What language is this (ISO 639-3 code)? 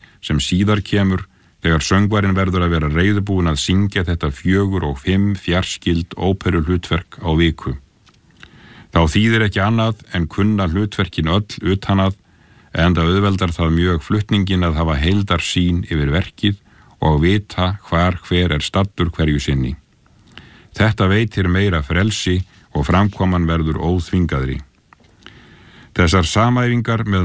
isl